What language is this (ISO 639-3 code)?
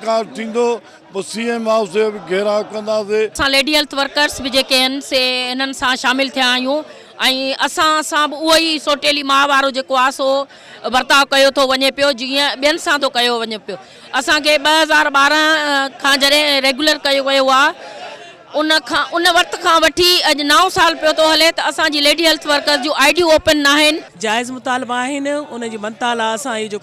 snd